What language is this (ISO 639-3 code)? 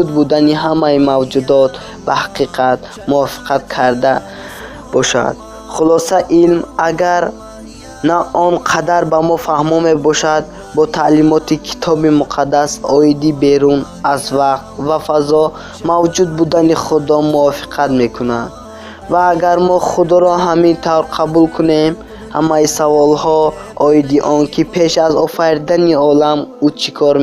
tgk